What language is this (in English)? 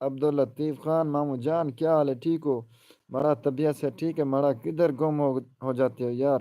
Saraiki